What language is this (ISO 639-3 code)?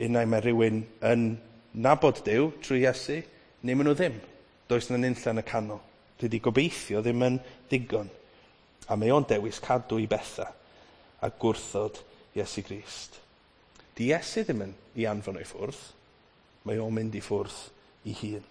cym